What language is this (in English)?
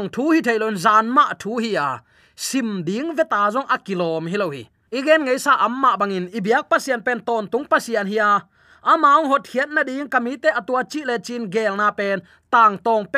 Tedim Chin